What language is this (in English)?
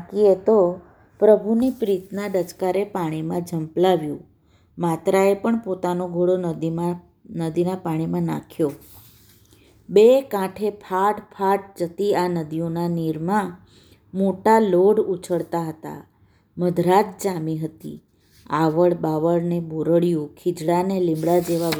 Gujarati